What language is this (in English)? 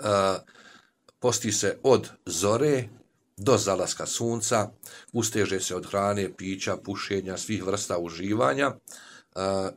Bosnian